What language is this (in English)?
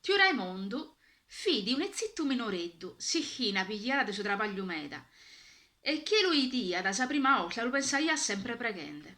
Sardinian